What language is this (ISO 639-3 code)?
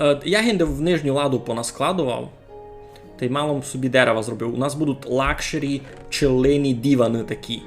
rue